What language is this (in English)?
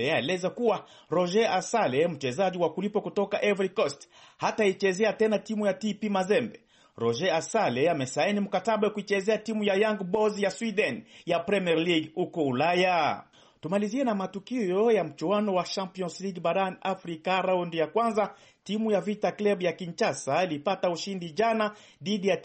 Swahili